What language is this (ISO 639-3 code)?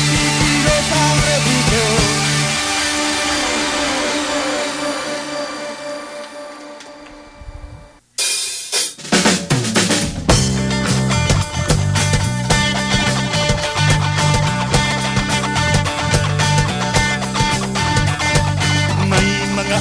fil